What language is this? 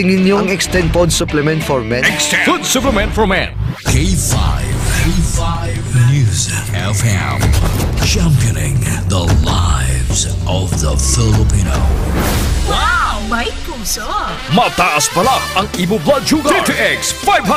Hiligaynon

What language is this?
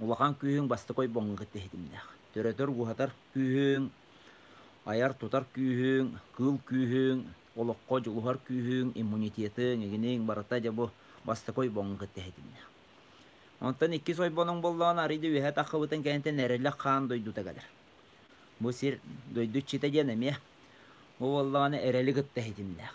Yakut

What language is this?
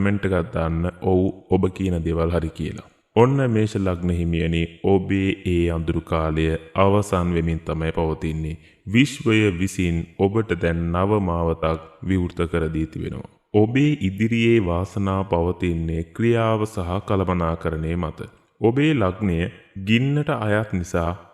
Sinhala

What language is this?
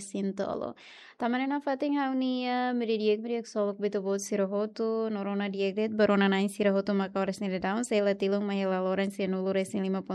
Tetum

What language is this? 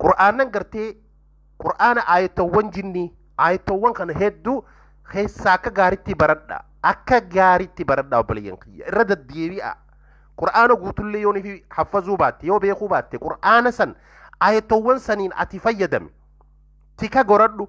Oromo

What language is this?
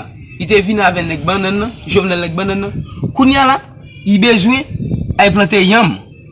Haitian Creole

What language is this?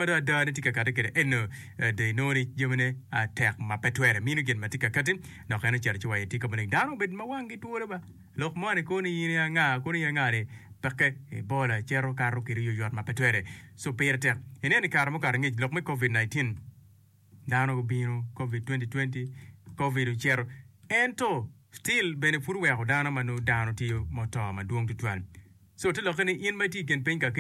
Acoli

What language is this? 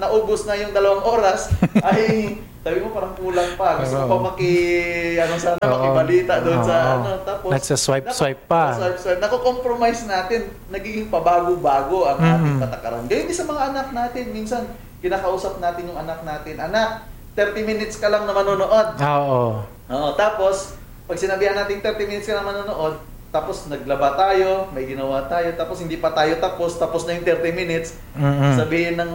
Filipino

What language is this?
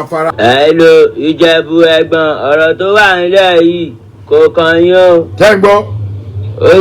Yoruba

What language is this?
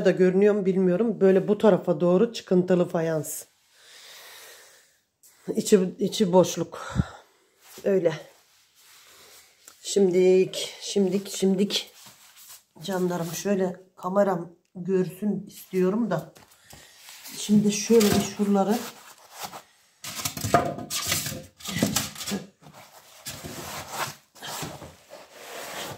Turkish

